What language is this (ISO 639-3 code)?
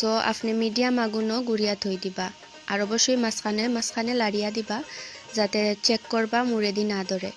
syl